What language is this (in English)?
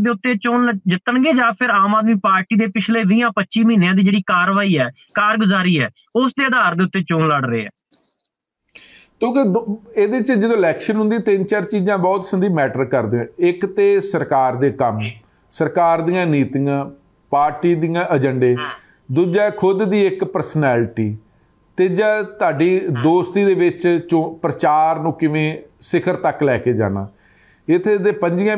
Punjabi